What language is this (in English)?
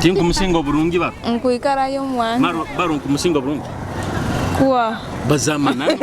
Nyoro